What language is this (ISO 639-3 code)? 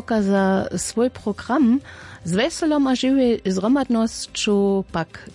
hsb